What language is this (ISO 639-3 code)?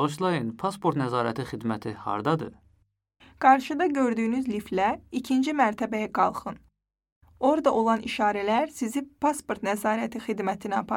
aze